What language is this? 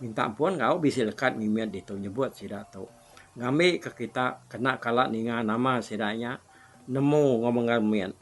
Iban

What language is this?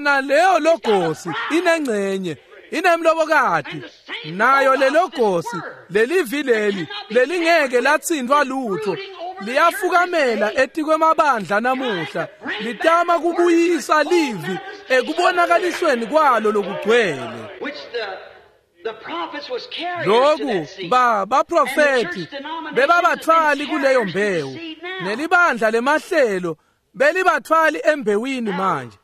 Swati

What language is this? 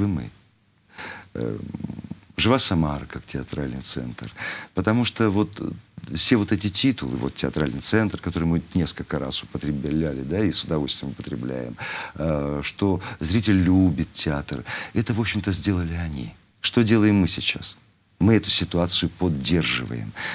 Russian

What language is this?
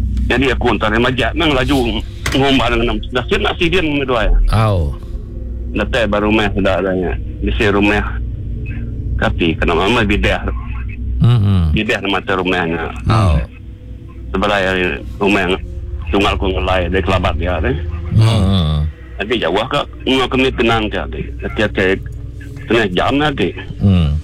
Iban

